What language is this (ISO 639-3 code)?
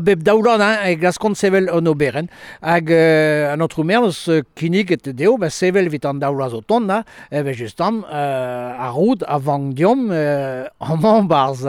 bre